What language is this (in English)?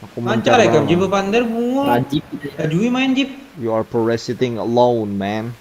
Banjar